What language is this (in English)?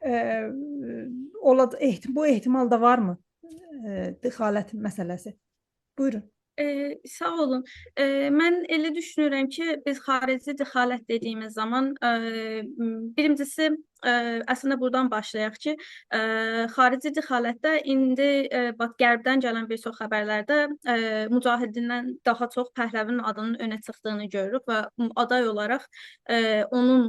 South Azerbaijani